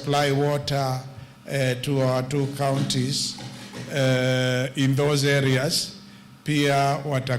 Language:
Kamba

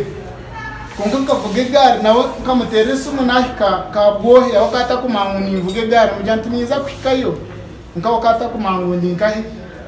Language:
Nyankole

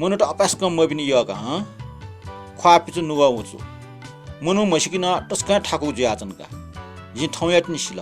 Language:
Newari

